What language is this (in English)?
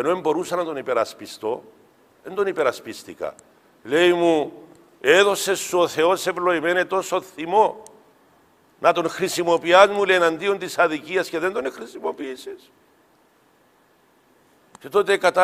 Greek